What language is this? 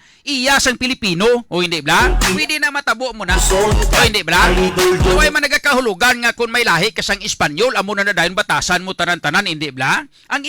Hiligaynon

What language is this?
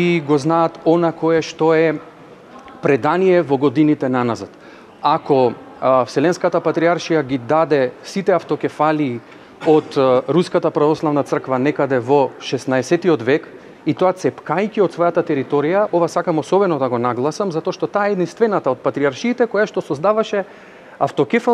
Macedonian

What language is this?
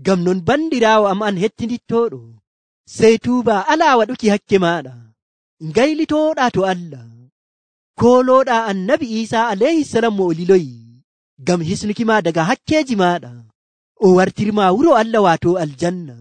Nigerian Fulfulde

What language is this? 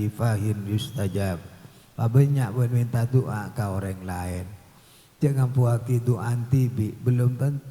Madurese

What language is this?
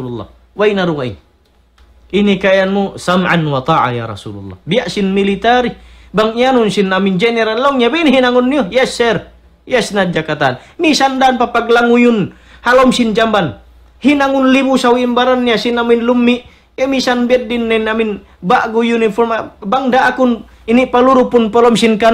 Tausug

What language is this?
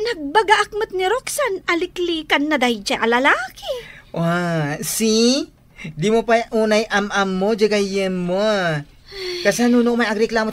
Iloko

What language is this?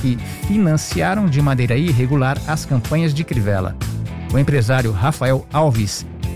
Portuguese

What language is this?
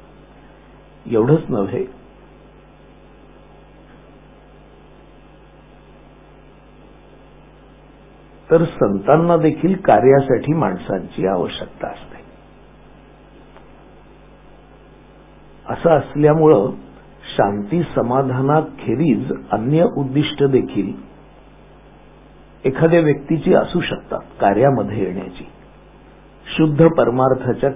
Marathi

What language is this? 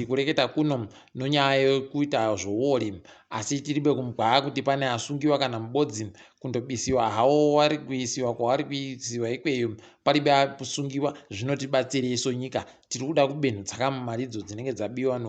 Ndau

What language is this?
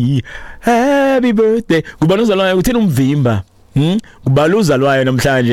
Xhosa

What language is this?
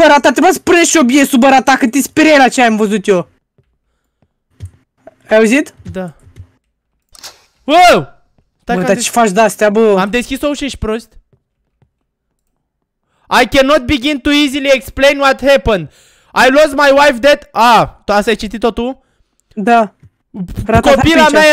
Romanian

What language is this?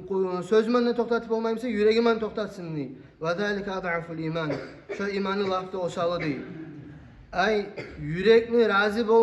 Kumyk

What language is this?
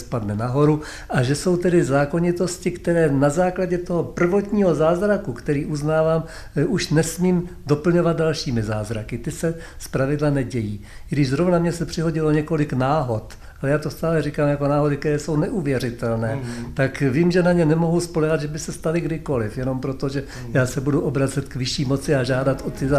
Czech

